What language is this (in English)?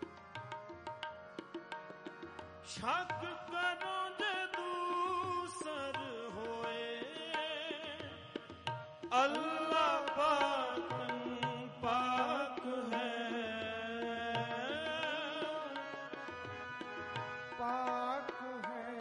Punjabi